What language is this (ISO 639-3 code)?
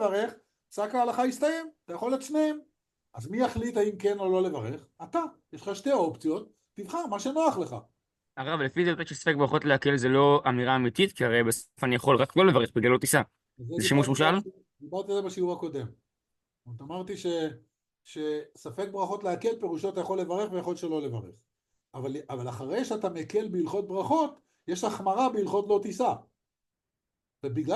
heb